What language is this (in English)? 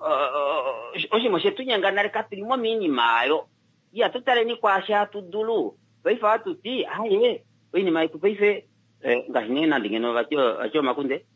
Kuanyama